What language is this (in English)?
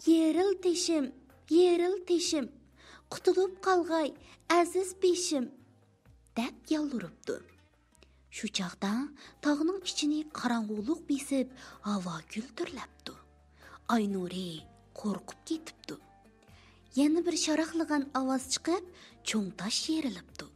Uyghur